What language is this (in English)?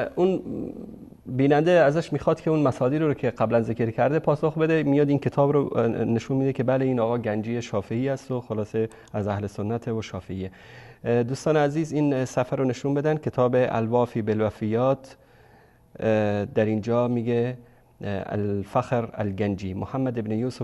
Persian